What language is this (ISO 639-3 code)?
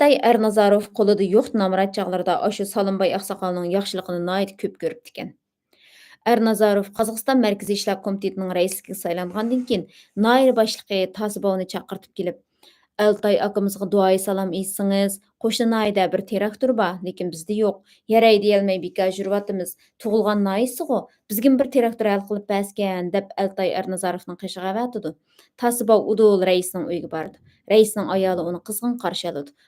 uig